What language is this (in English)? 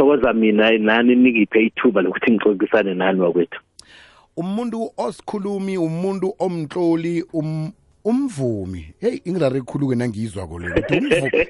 South Ndebele